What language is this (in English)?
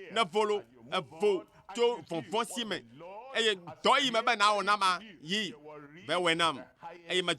Ewe